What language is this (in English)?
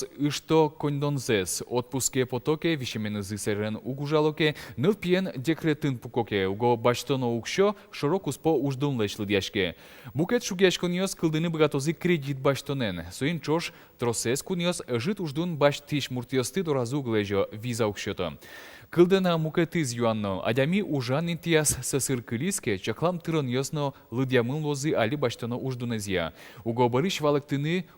Udmurt